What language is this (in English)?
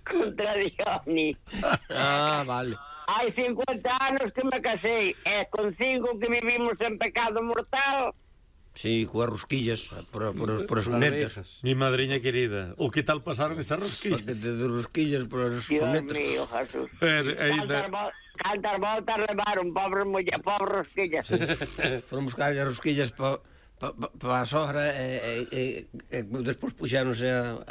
Galician